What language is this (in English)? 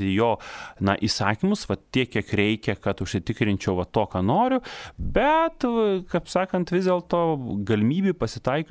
Lithuanian